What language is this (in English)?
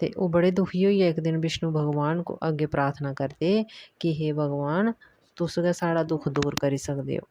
Dogri